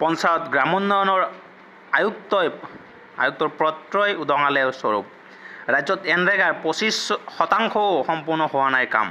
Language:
Assamese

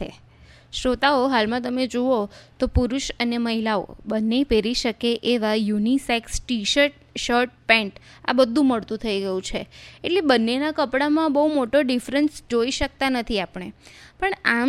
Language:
Gujarati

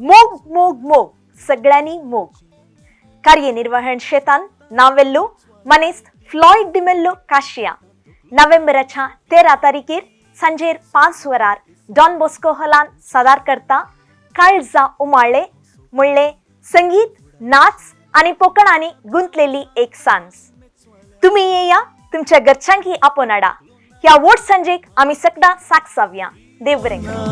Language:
Konkani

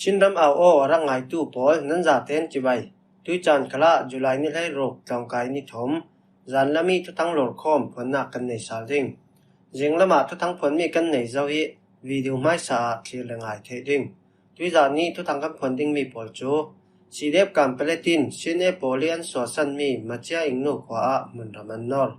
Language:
Falam Chin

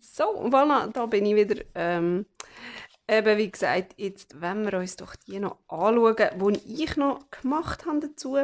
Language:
Swiss German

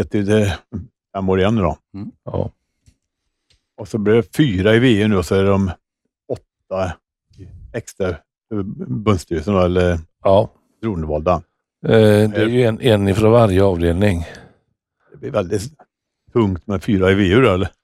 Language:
Swedish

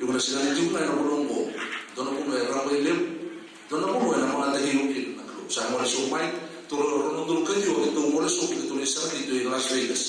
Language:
Fijian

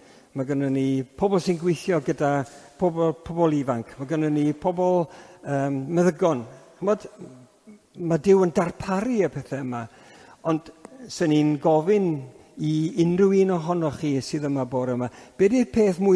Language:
Welsh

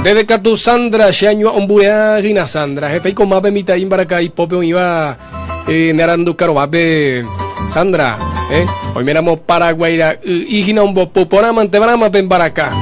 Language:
Guarani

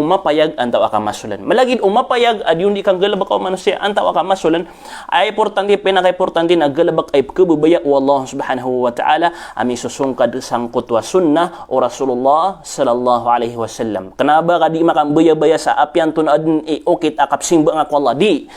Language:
Maranao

